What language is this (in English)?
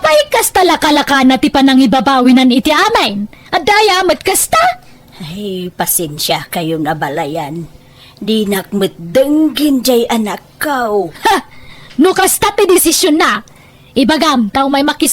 Iloko